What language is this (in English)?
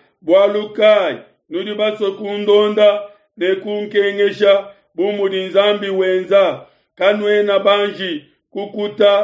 Luba-Lulua